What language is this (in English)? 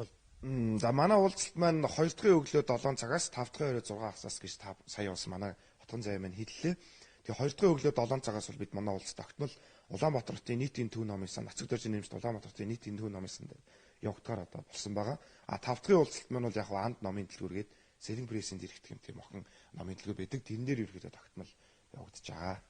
Mongolian